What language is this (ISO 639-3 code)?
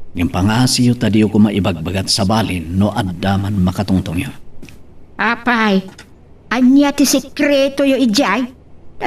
ilo